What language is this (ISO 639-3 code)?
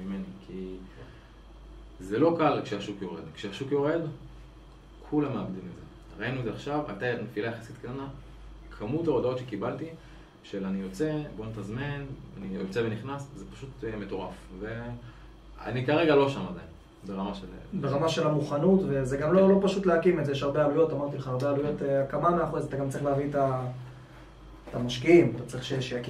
heb